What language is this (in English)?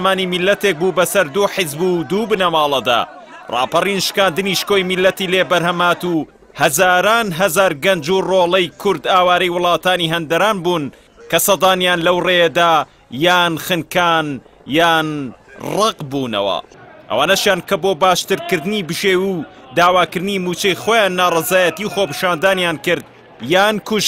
Central Kurdish